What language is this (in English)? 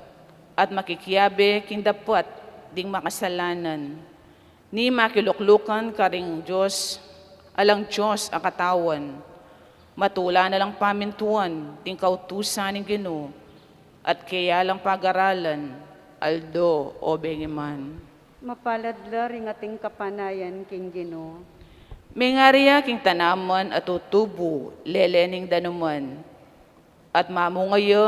Pampanga